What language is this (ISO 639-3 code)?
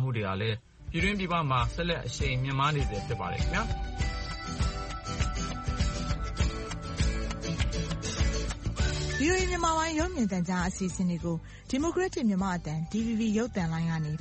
mya